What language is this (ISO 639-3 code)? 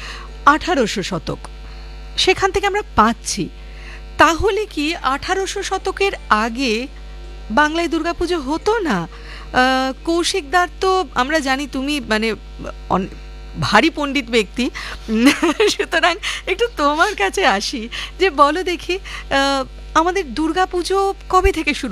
ben